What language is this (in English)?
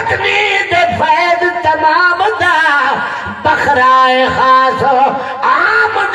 Saraiki